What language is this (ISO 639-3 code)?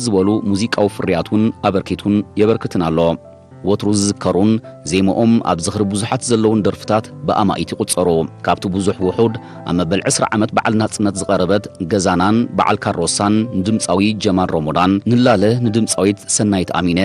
tir